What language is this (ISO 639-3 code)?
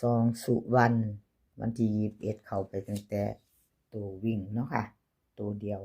tts